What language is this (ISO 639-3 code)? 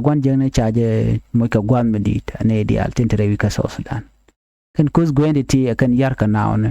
nus